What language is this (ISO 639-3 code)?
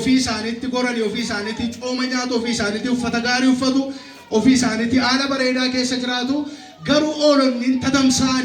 orm